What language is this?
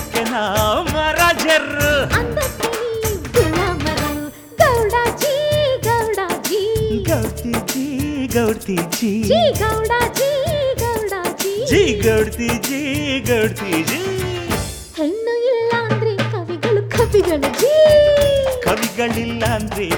Kannada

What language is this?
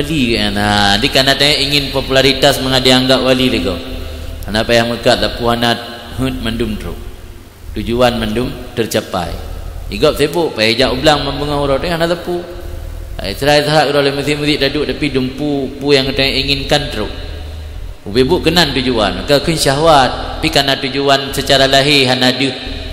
Achinese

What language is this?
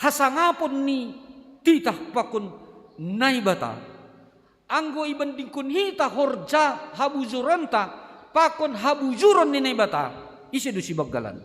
Batak Simalungun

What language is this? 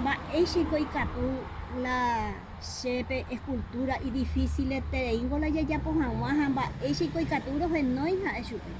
Guarani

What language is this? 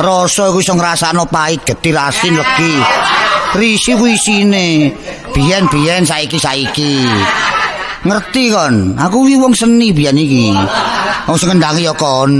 Javanese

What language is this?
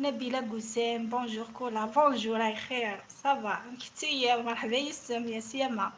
Algerian Arabic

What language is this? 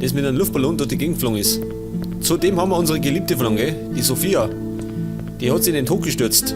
Bavarian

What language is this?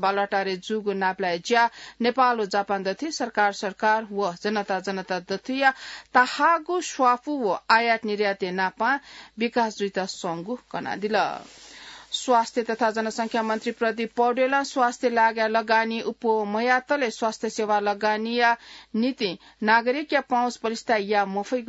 Newari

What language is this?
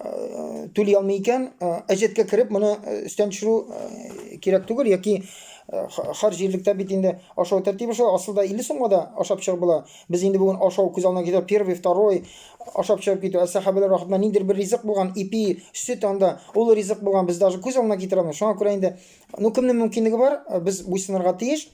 Tatar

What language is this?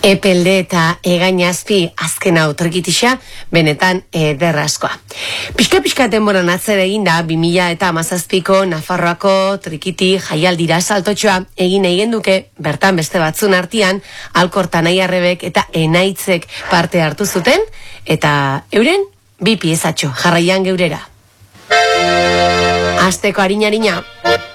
Basque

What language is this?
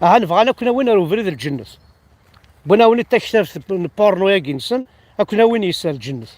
Kabyle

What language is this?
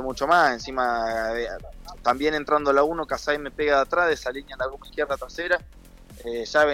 Spanish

